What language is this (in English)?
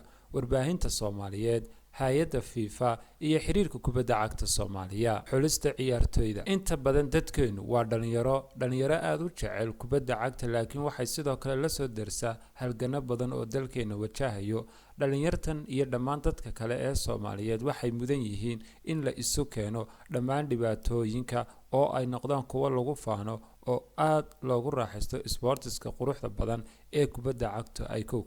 Somali